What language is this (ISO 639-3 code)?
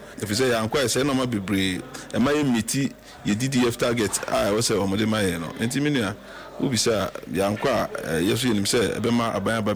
aka